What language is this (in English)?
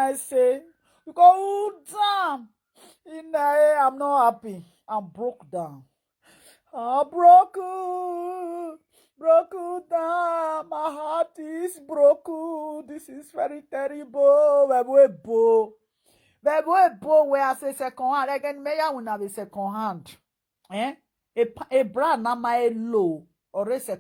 Nigerian Pidgin